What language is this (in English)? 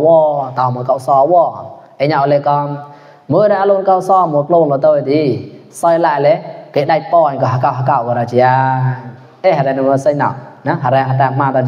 Mon